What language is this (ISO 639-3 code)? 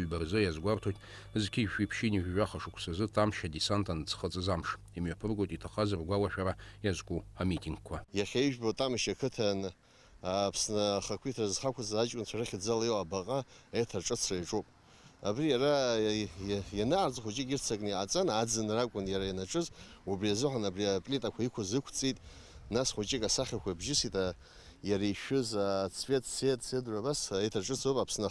abk